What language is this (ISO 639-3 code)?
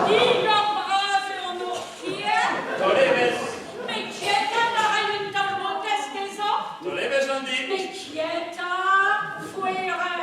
bre